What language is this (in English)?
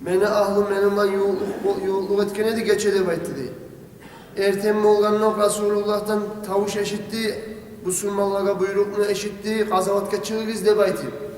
Kumyk